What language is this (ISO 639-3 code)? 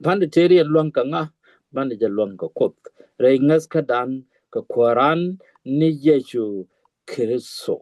nus